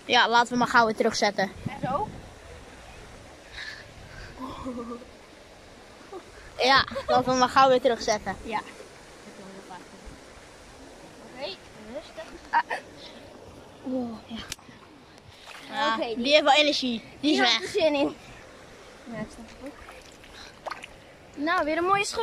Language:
Dutch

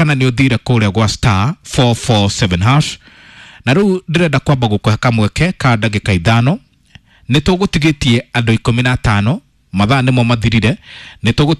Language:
Kikuyu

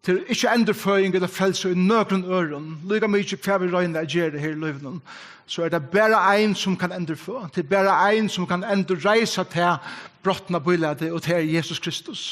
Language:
Faroese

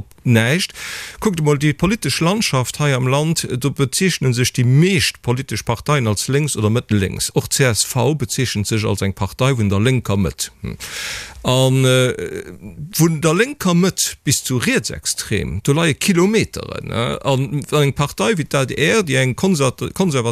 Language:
Luxembourgish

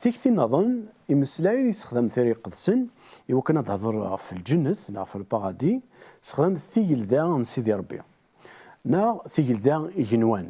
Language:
Kabyle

